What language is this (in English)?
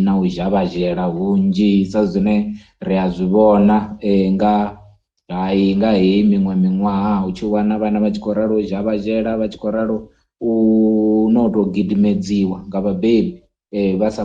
Venda